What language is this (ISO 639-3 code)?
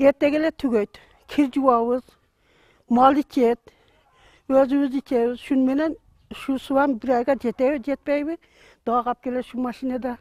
kir